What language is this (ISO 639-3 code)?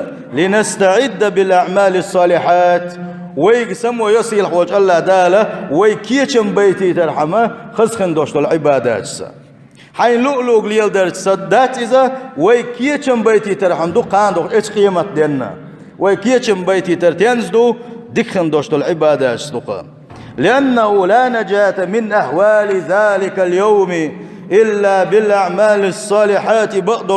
che